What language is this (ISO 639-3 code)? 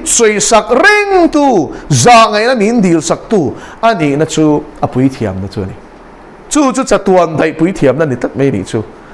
lus